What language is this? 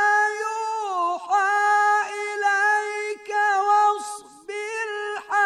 Bosnian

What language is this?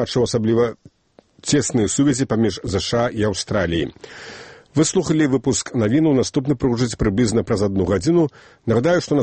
Belarusian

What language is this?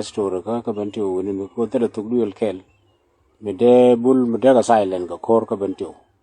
Nuer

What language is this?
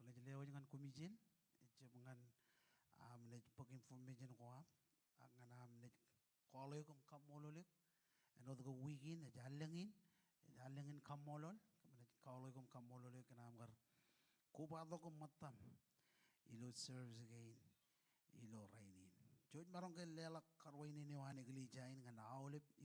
Marshallese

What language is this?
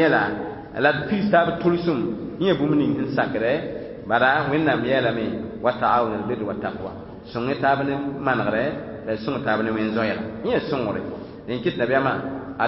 Mossi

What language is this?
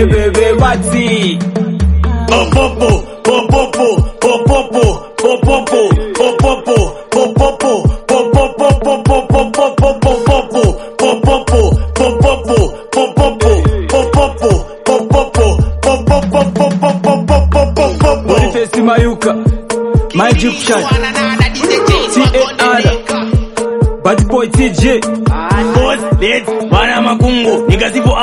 Swahili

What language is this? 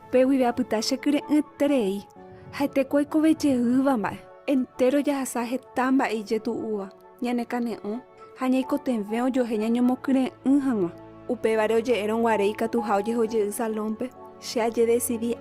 Guarani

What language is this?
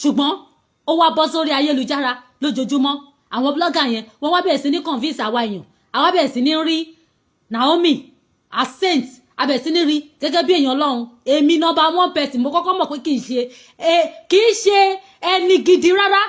Yoruba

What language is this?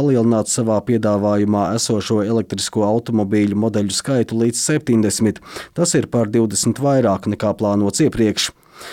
Latvian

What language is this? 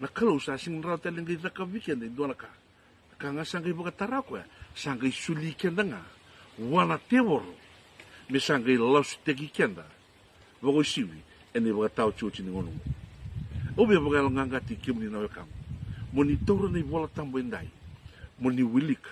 Fijian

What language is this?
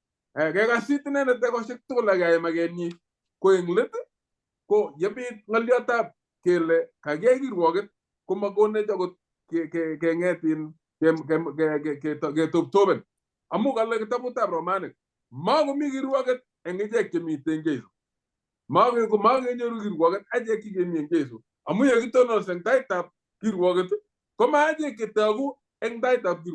Kalenjin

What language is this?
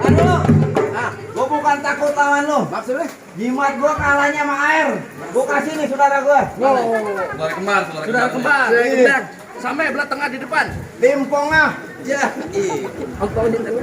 Betawi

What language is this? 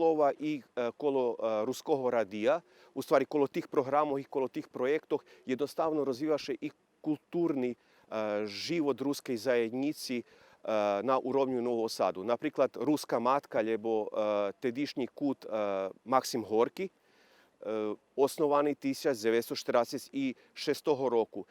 Rusyn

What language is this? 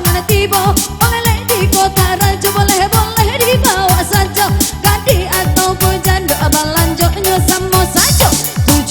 Minangkabau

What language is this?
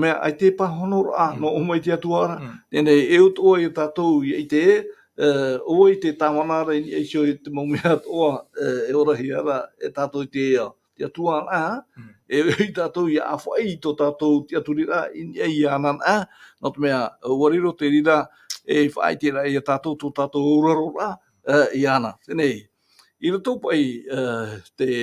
Tahitian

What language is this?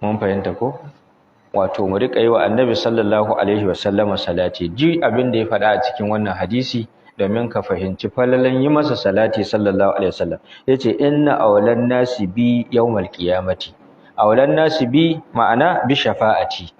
Hausa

